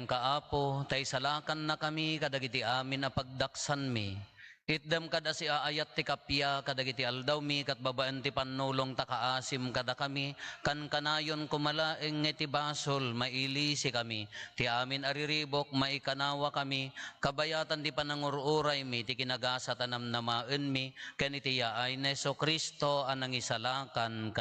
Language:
Iloko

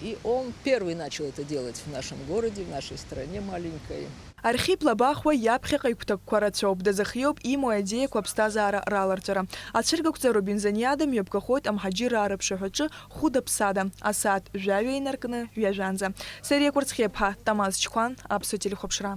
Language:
Abkhazian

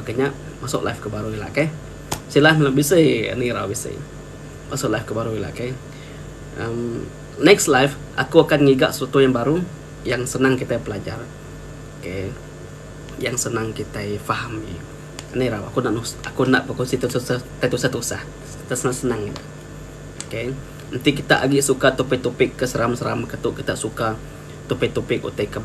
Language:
Iban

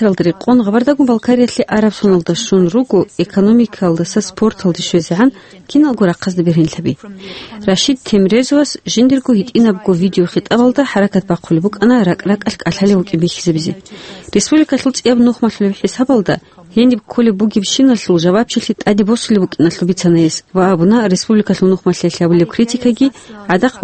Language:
Avaric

